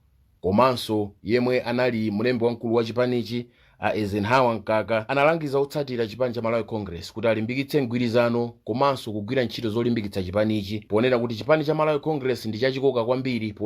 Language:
Nyanja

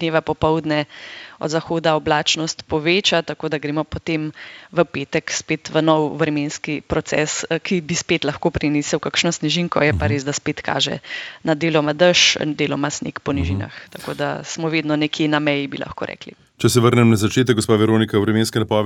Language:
Slovenian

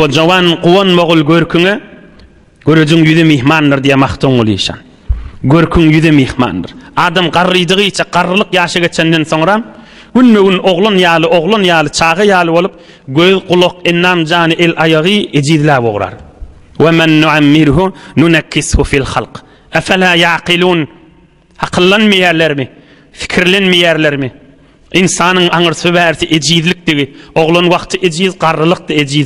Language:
Turkmen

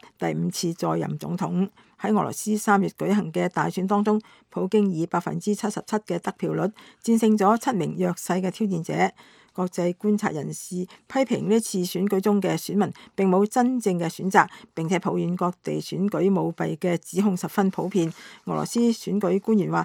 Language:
Cantonese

